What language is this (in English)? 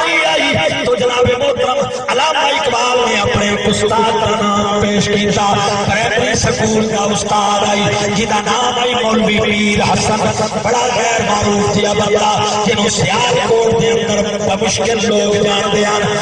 Saraiki